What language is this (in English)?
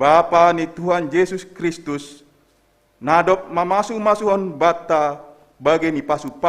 Batak Simalungun